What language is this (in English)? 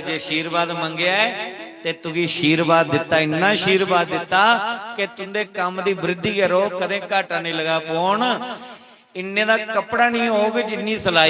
Dogri